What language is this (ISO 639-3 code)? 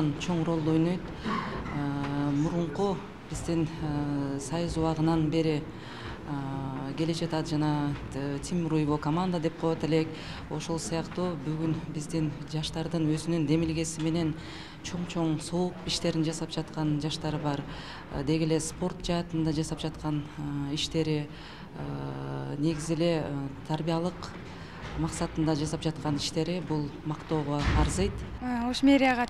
kir